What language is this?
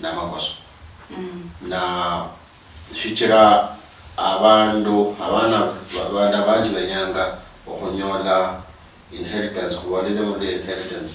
Luyia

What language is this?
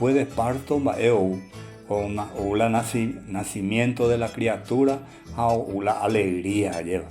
Guarani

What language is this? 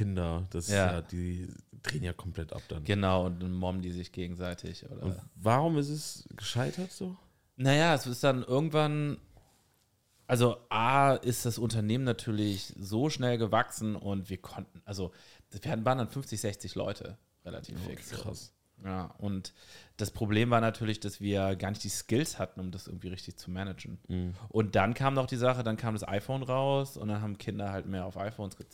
German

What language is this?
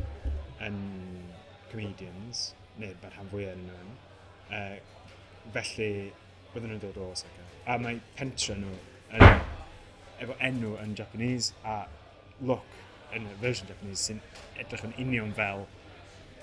Welsh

